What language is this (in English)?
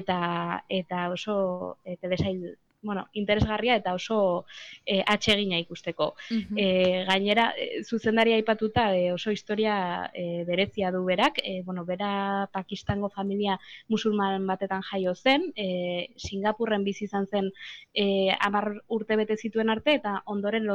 Basque